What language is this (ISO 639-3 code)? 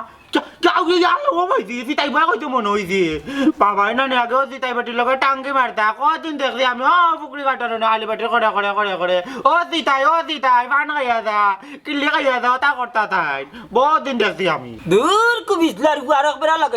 syl